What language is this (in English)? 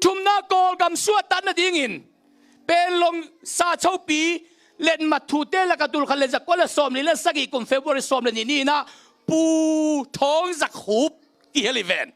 Tedim Chin